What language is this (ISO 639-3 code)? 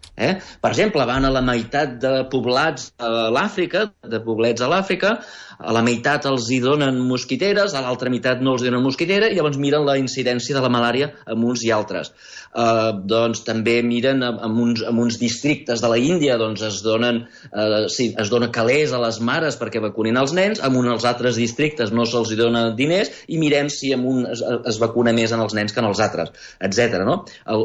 cat